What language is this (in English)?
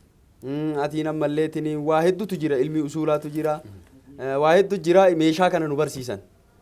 Oromo